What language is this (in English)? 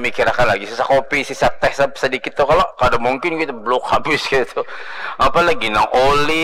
Banjar